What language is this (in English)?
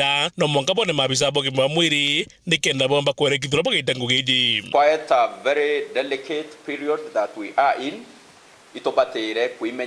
Meru